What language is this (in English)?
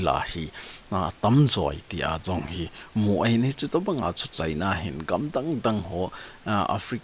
Thado Chin